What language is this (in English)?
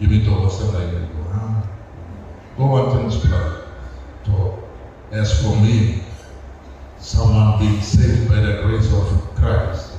Tok Pisin